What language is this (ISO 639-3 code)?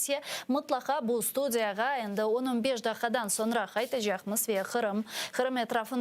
crh